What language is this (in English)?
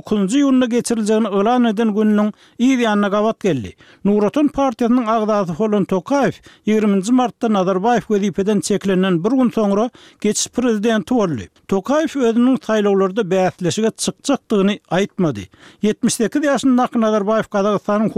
Turkmen